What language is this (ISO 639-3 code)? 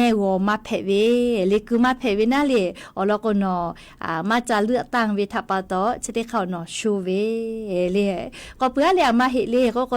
lhu